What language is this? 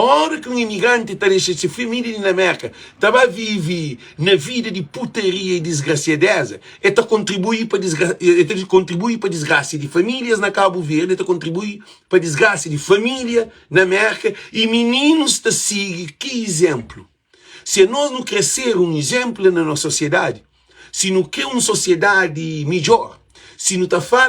Kabuverdianu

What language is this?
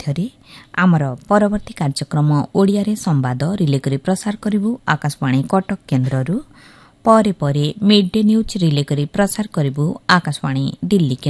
Odia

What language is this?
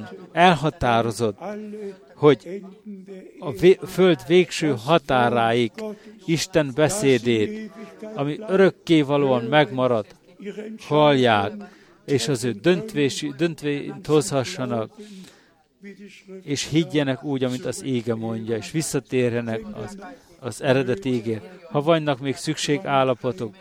Hungarian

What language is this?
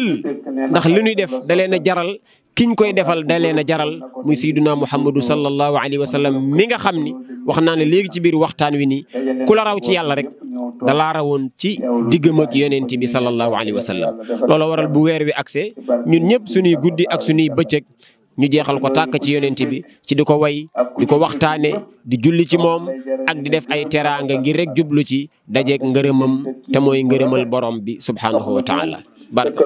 Wolof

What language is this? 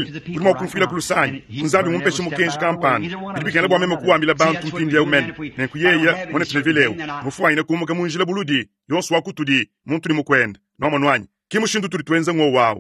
Luba-Lulua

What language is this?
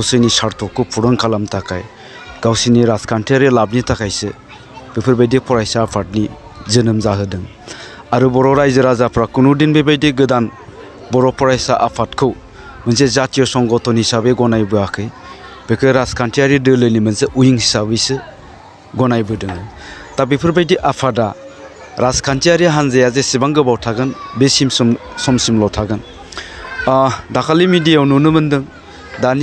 Bodo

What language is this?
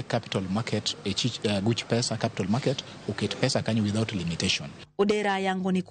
Luo (Kenya and Tanzania)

